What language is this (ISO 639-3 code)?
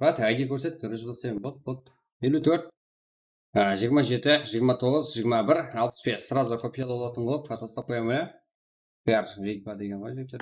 kaa